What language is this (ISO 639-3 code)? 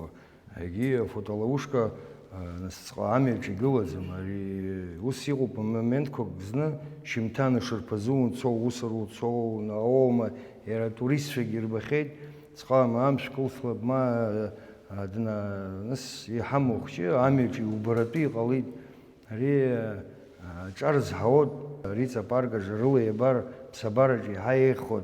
abk